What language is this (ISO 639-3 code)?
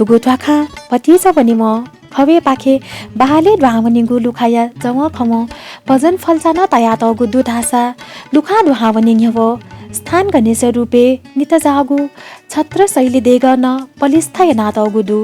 new